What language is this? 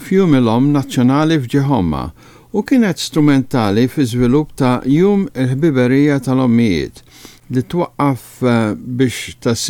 Maltese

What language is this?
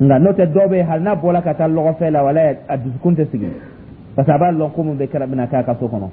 Dyula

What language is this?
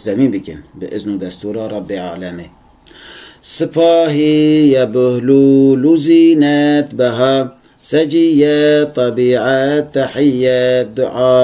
Kurdish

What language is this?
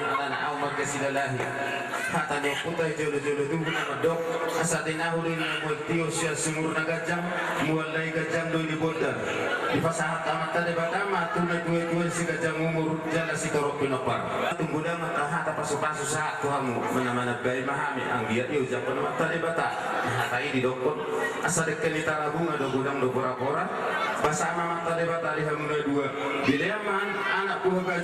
Batak Toba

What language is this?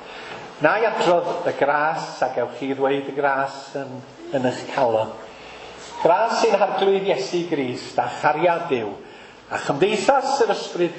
Welsh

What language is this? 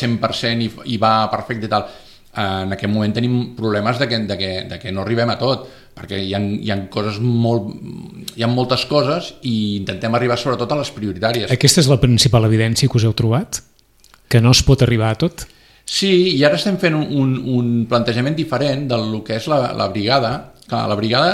Catalan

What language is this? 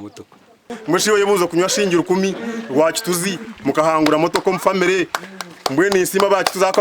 Nyankole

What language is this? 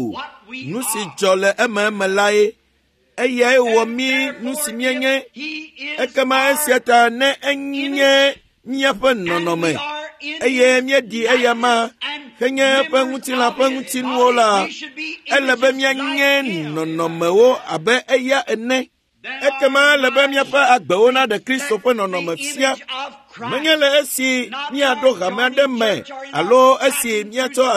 Ewe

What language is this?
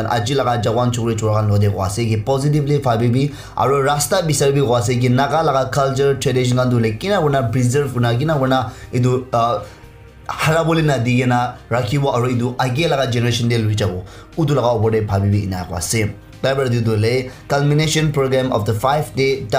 Naga Pidgin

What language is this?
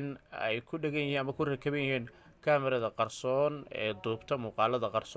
Somali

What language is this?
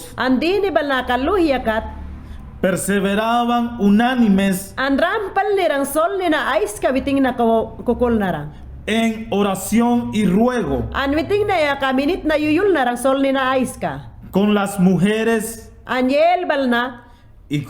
Mayangna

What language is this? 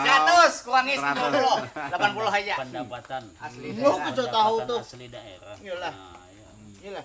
Banjar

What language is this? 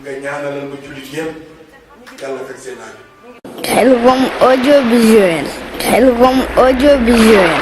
Wolof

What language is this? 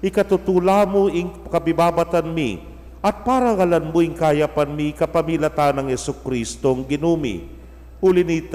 Pampanga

